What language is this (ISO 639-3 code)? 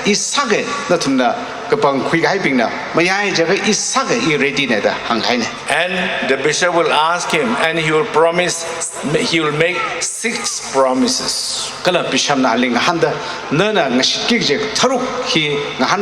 nmf